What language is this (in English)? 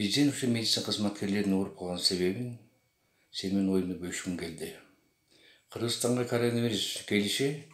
Kyrgyz